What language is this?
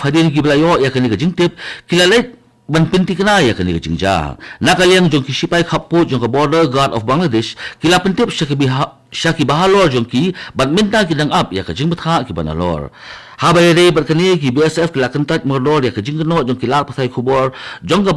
Khasi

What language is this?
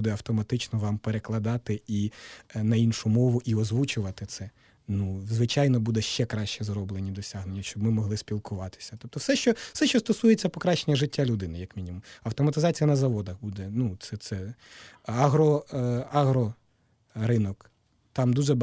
Ukrainian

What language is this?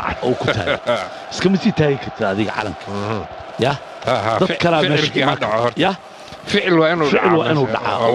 Somali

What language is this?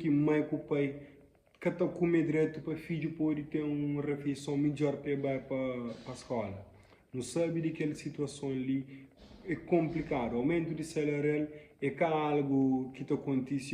Kabuverdianu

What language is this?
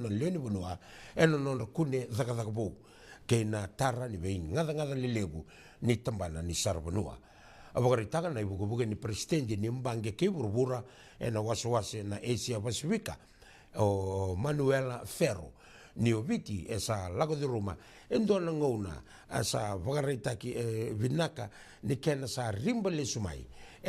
Fijian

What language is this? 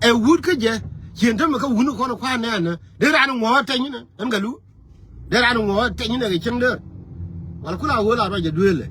Nuer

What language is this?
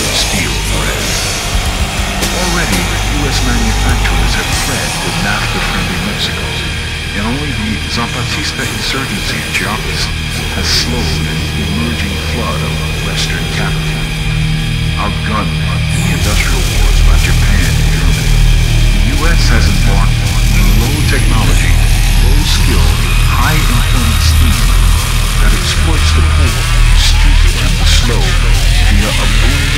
English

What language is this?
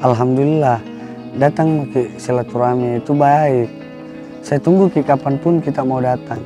Makassar Malay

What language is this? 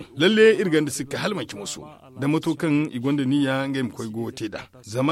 Zarma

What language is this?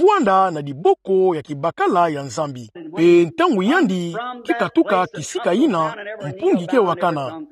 Kituba (Democratic Republic of Congo)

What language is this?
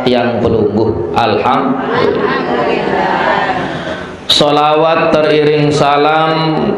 Sasak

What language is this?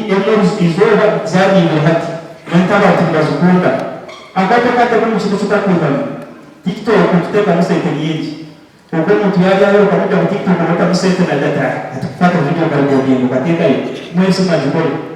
Nyankole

